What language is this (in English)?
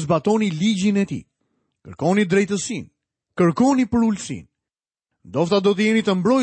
Albanian